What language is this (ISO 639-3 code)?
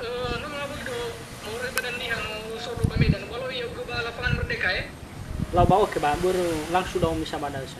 nia